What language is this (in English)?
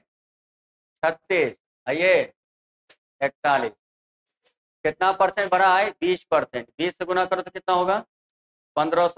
Hindi